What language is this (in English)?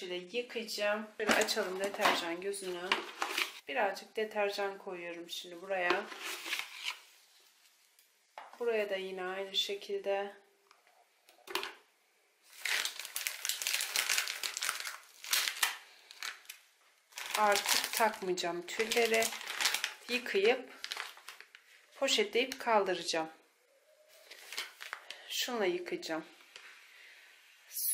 Turkish